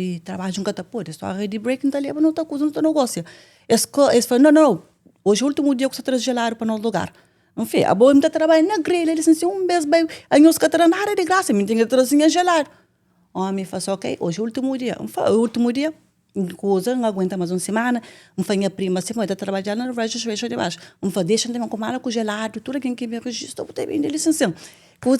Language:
Kabuverdianu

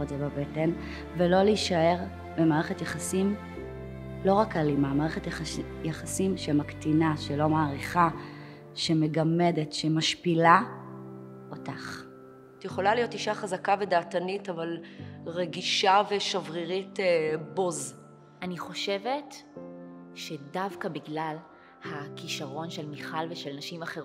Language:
Hebrew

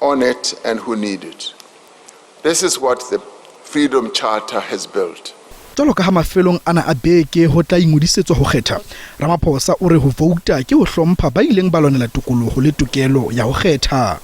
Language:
Southern Sotho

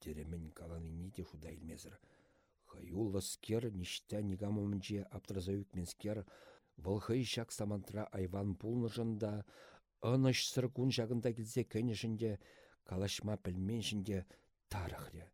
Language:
Chuvash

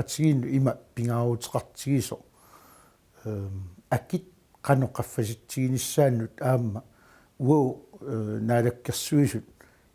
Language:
Kalaallisut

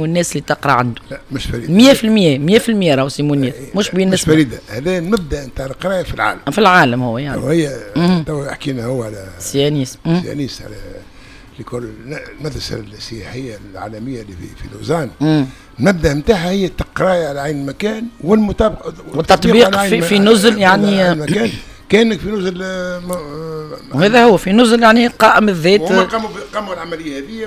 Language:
Tunisian Arabic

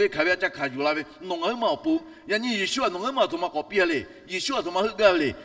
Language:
Lahu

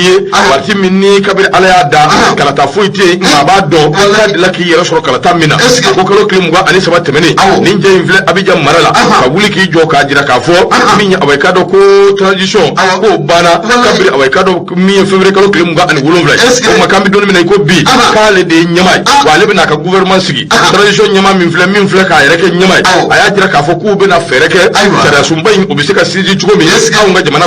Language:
Bambara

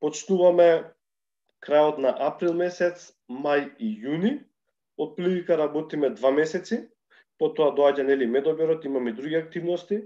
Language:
Macedonian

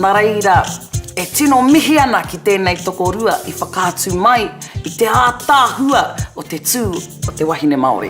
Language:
Māori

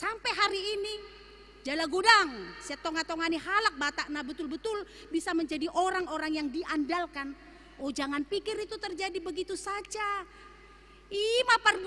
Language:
Batak Toba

